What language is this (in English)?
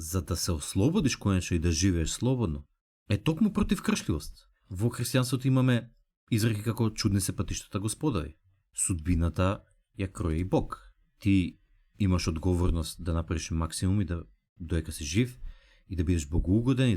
Macedonian